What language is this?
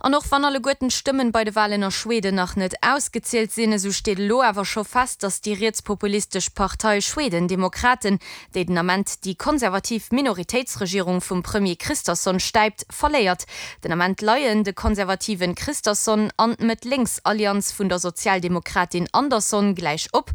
Luxembourgish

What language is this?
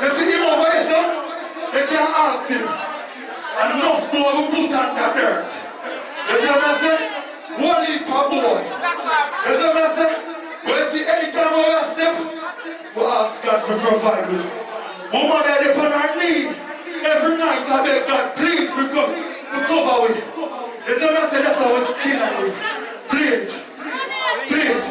Jamaican Creole English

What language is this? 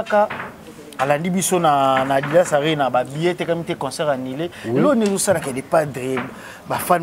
Lingala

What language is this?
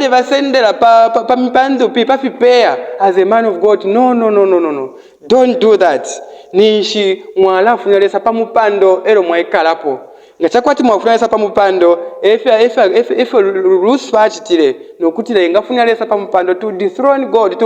Bemba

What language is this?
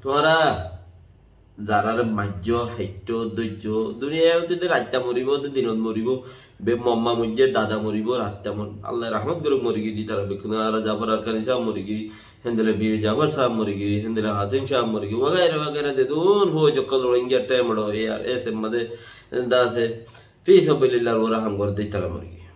Rohingya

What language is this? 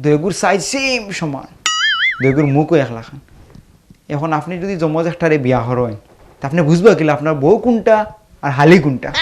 Sylheti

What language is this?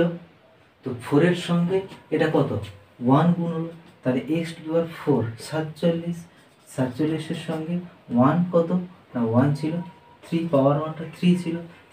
Bangla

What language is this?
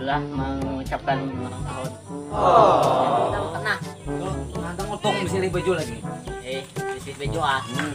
Banjar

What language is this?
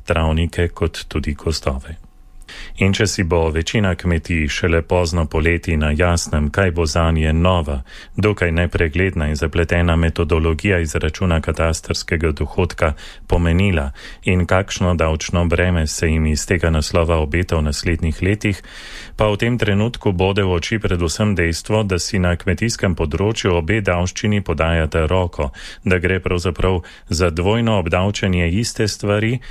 Slovenian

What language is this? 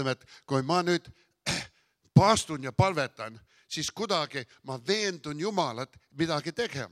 Estonian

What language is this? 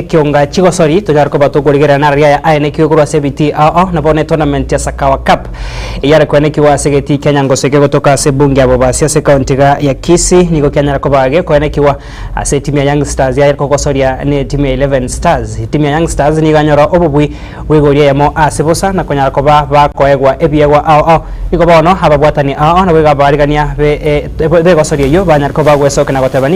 Gusii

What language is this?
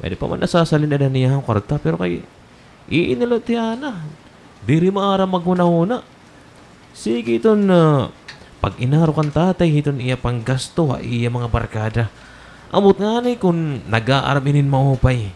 Waray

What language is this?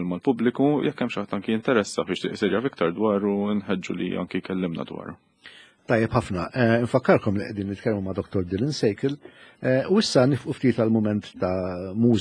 Maltese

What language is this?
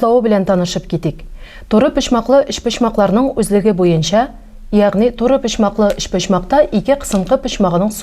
Tatar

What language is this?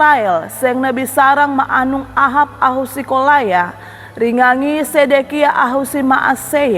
Sangir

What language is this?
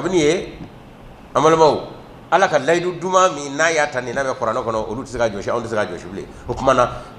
Bambara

